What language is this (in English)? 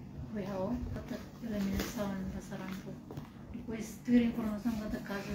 Tetum